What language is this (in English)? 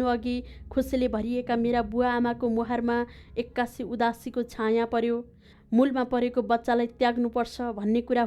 Nepali